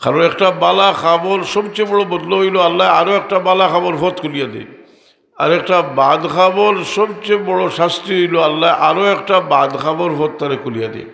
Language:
Sylheti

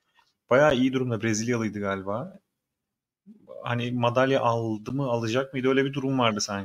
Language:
Turkish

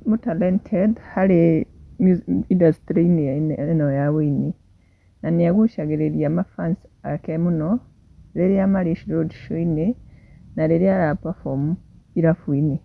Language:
Kikuyu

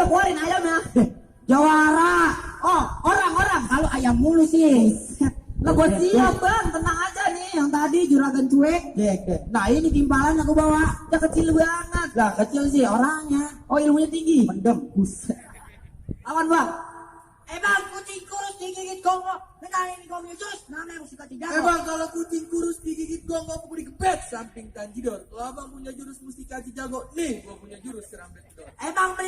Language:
Betawi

